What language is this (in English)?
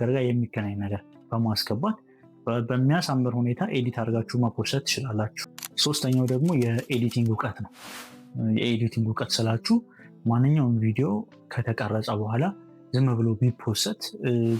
Amharic